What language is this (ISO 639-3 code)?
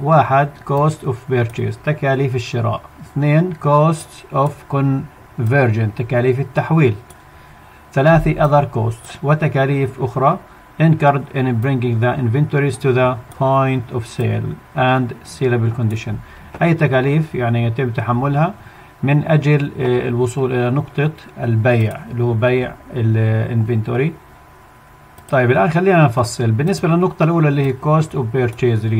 ara